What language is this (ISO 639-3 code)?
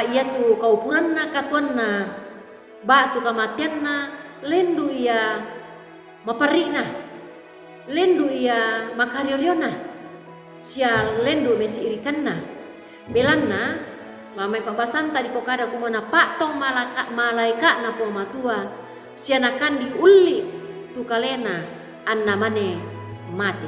sda